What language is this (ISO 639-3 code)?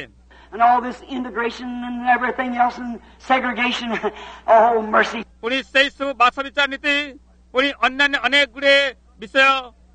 ori